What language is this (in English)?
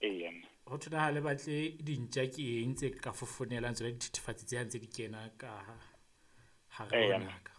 Southern Sotho